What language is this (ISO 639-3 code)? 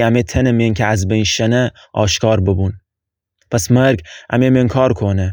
glk